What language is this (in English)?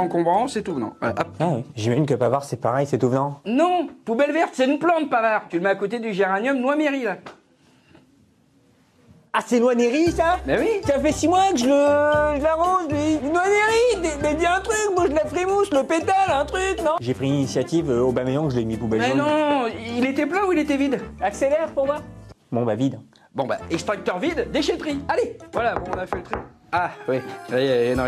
French